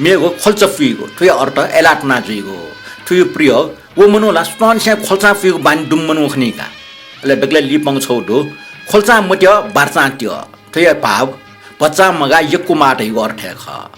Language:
Newari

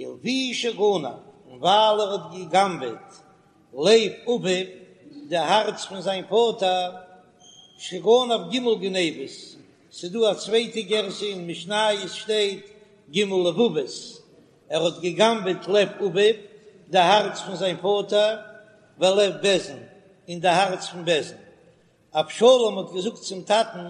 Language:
Yiddish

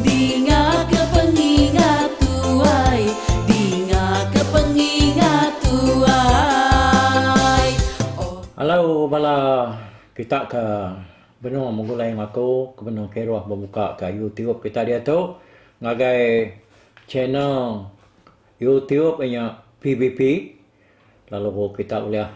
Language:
Iban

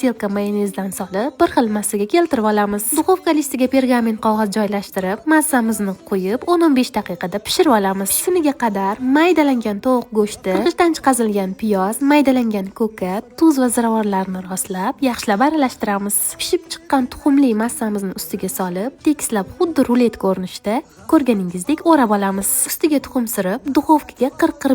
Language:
Uzbek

